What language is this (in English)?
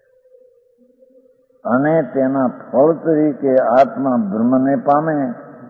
Gujarati